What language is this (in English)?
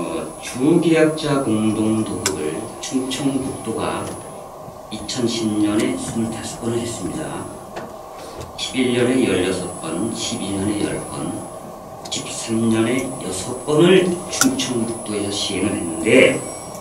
Korean